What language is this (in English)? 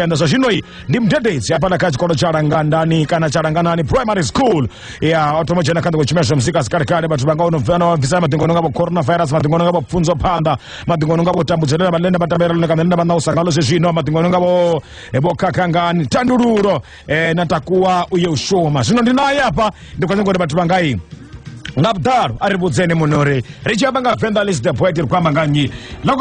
Venda